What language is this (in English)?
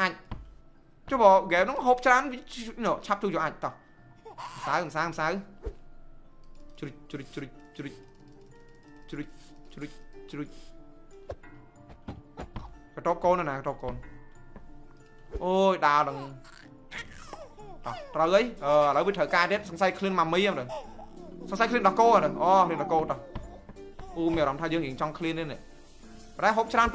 Vietnamese